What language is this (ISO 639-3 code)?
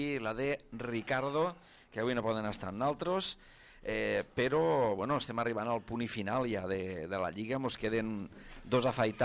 cat